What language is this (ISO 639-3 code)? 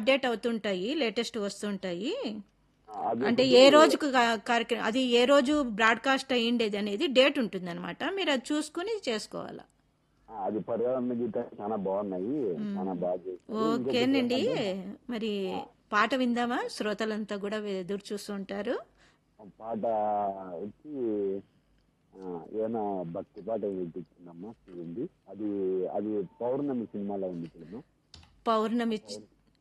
tel